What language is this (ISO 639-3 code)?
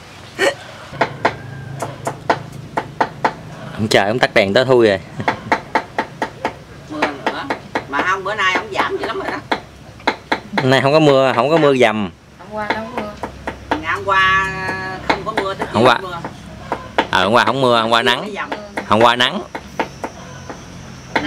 vie